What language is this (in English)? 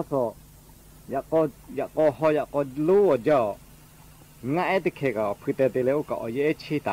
Lahu